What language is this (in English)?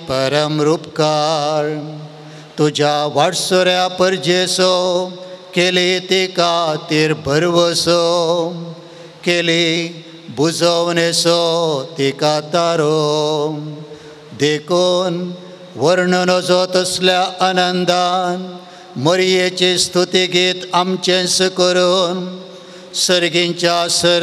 Konkani